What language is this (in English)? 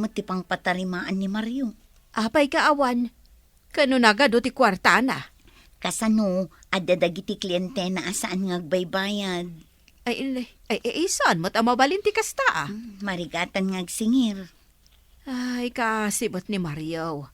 Iloko